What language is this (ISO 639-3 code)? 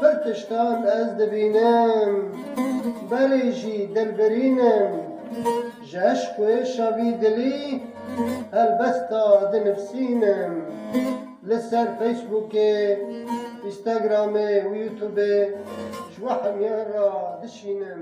kur